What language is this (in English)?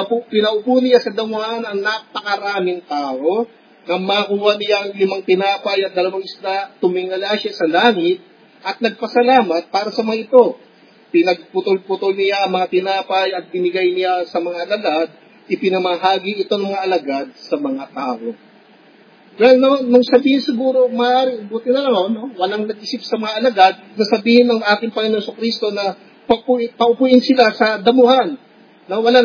Filipino